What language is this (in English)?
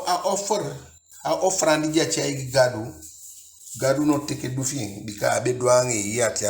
Eastern Maroon Creole